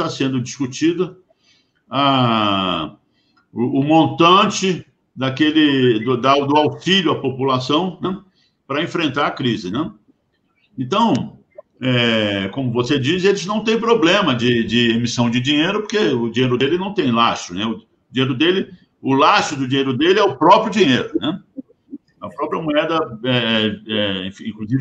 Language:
Portuguese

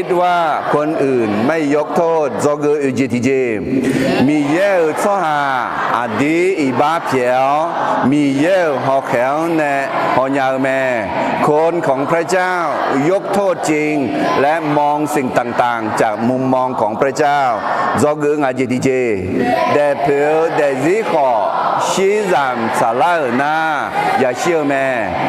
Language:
Akha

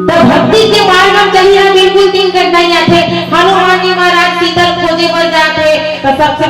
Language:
Chhattisgarhi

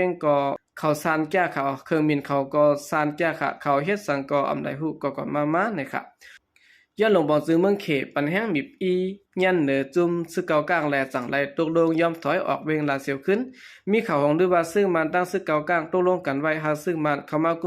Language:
Shan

